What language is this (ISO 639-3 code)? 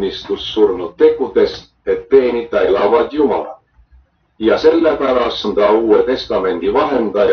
est